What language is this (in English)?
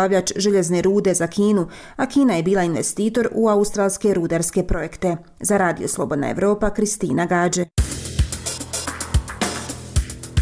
Bosnian